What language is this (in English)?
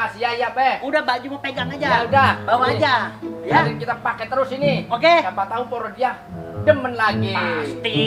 Betawi